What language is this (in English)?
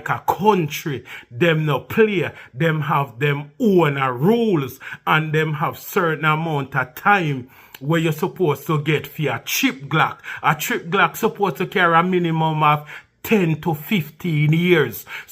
Jamaican Creole English